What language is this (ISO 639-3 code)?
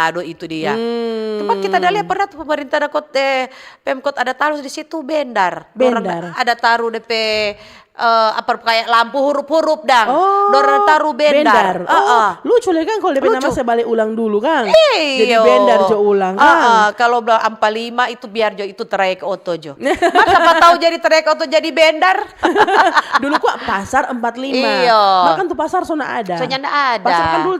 xmm